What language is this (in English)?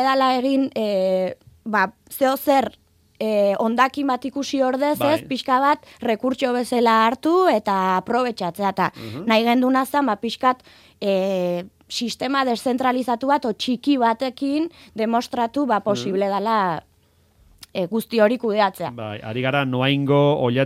Basque